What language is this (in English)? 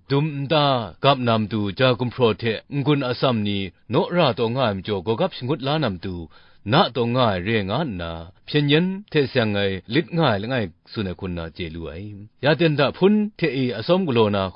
Kachin